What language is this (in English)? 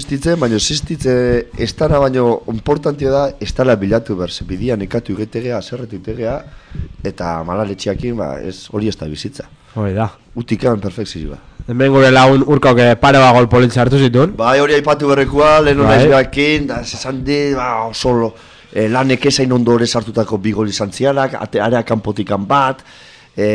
Basque